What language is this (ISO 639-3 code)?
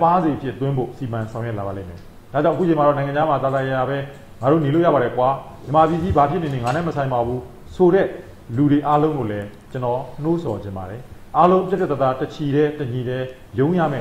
mya